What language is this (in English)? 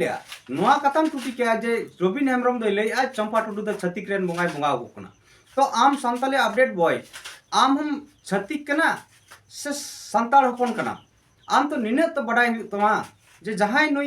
Santali